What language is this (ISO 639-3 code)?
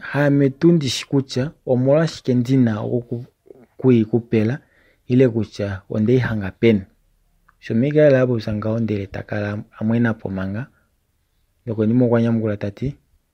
kua